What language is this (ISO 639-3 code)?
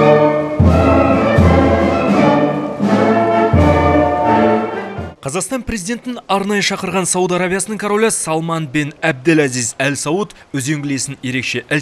kaz